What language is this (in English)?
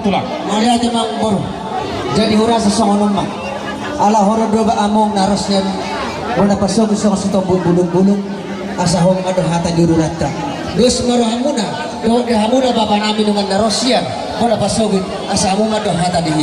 Batak Toba